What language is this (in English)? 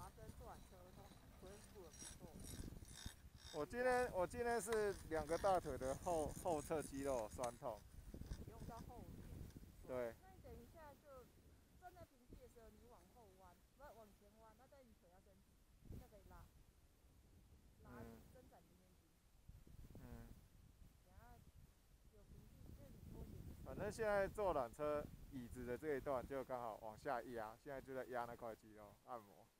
Chinese